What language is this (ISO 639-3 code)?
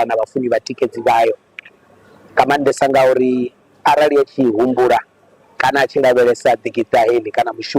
ven